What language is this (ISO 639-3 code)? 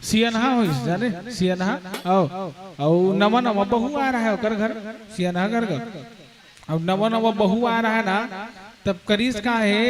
hne